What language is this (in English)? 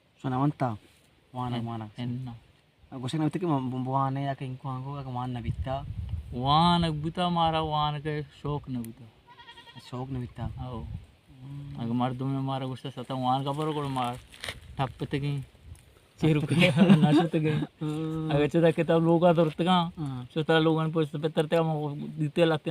Baluchi